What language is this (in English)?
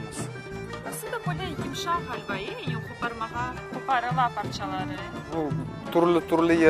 Crimean Tatar